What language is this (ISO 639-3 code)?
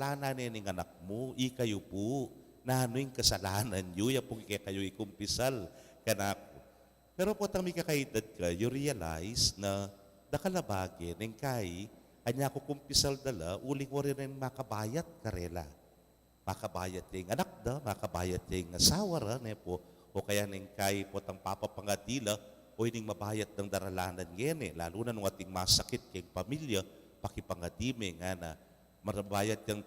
pam